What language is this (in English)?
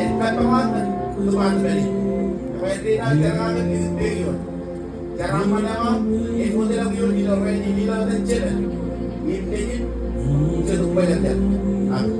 Marshallese